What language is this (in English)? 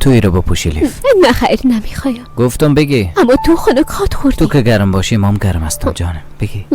Persian